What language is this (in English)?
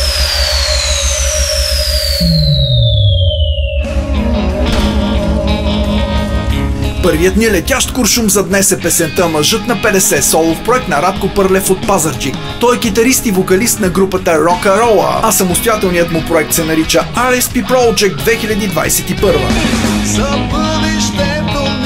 Bulgarian